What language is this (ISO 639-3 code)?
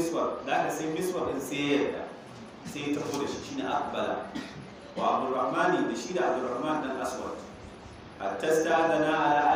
hau